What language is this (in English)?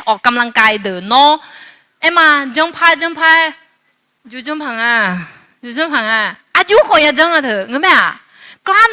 Akha